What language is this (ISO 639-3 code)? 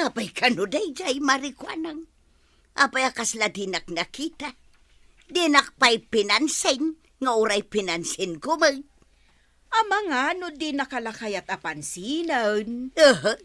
ilo